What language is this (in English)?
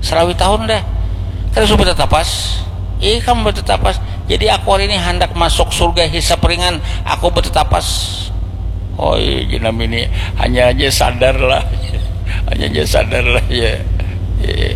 Banjar